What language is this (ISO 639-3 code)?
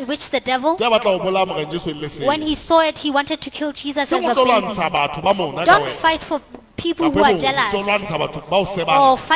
sot